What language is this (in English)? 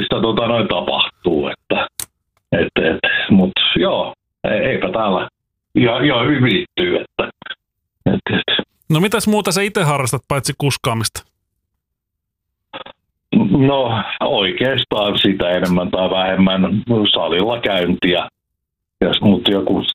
Finnish